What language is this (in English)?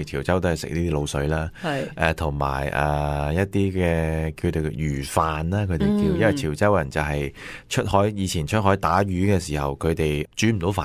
Cantonese